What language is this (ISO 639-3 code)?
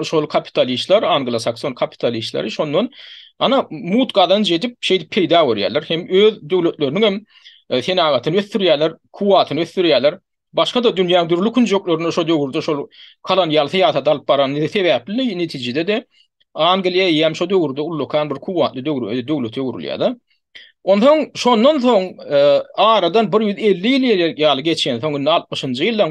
tuk